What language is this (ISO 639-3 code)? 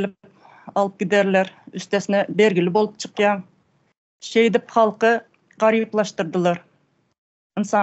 tuk